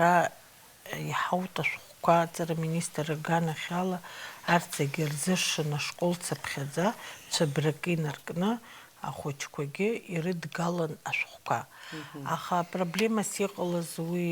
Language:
Abkhazian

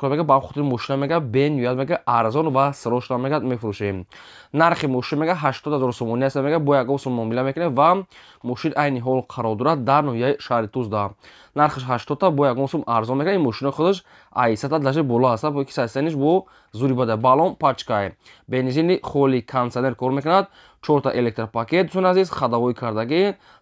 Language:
Tajik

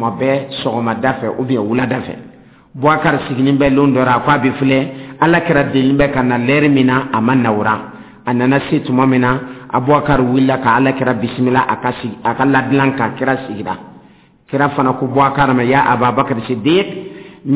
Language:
Dyula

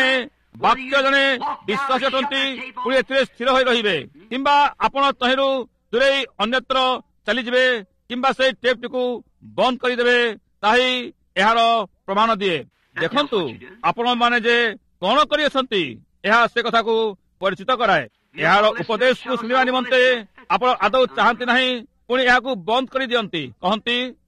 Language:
Odia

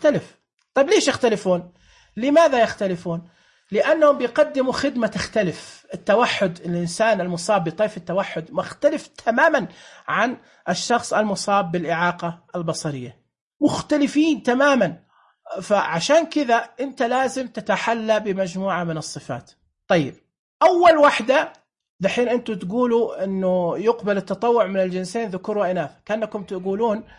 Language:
Najdi Arabic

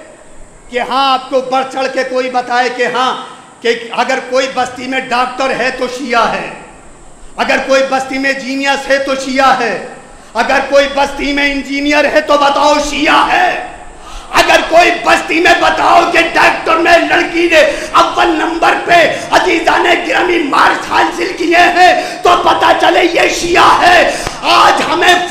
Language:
Urdu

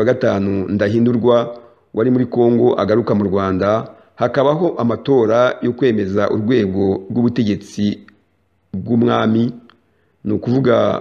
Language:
Kinyarwanda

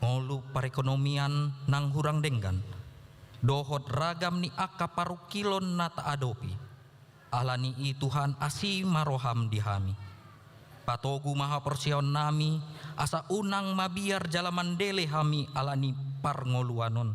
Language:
Batak Toba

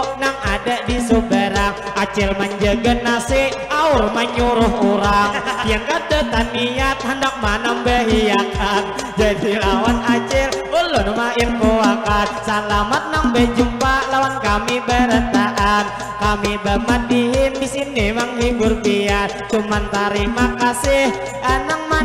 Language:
Banjar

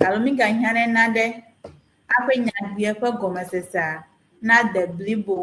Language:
Ewe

